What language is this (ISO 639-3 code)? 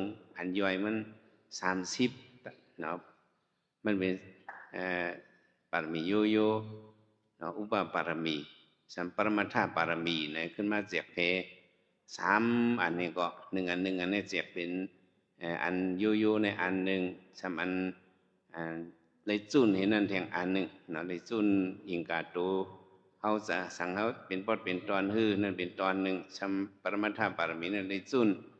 shn